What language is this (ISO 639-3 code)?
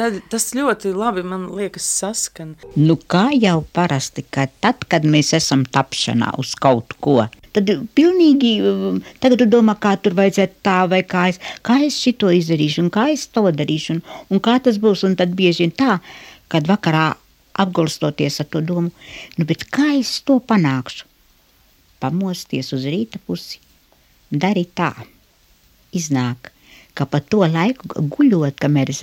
lav